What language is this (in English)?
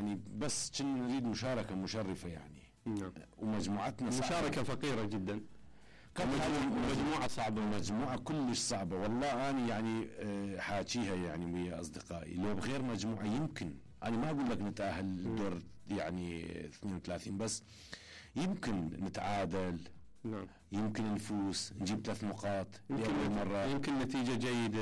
Mesopotamian Arabic